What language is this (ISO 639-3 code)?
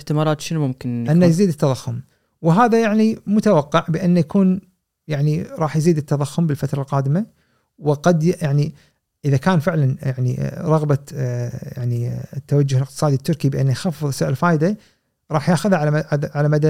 afb